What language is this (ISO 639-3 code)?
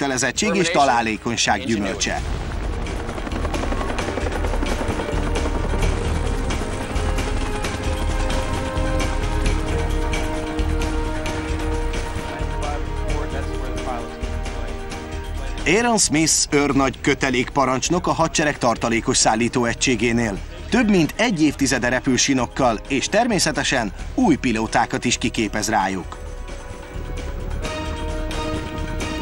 hun